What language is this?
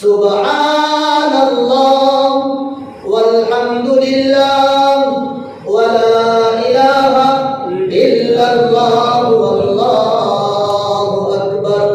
Sylheti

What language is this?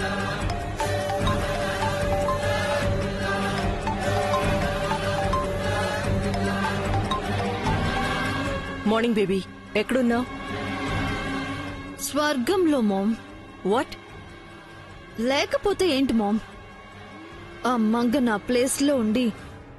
Telugu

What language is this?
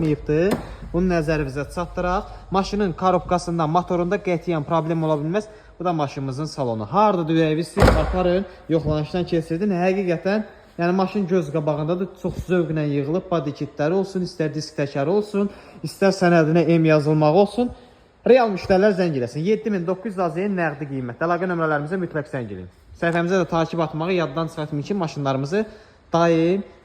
Azerbaijani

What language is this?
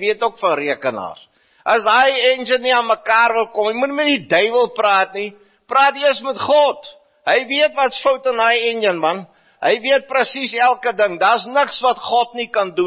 Afrikaans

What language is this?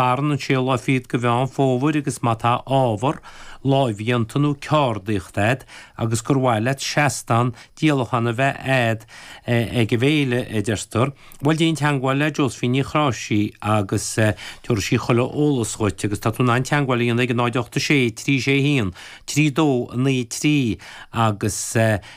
Irish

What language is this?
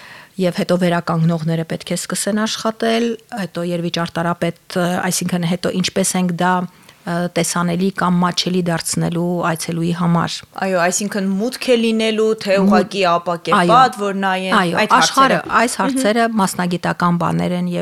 Armenian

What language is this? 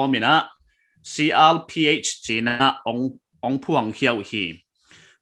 Paite Chin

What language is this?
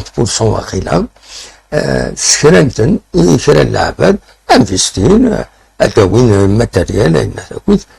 Kabyle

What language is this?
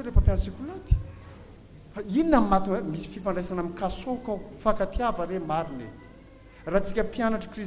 Malagasy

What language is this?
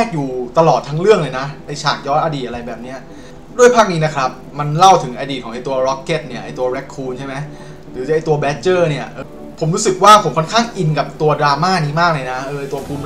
Thai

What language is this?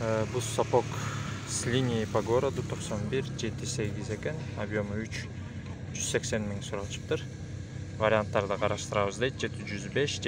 Kyrgyz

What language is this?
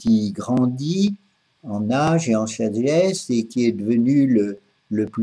French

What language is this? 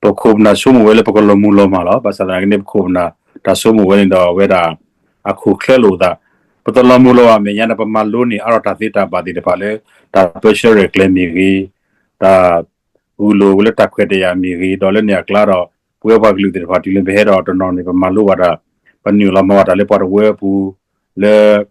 S'gaw Karen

